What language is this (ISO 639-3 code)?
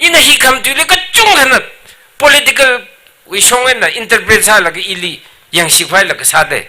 nmf